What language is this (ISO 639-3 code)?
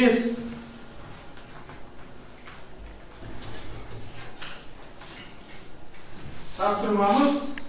kaz